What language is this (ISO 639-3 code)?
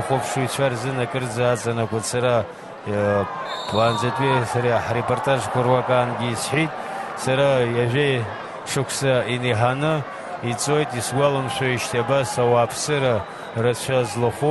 abk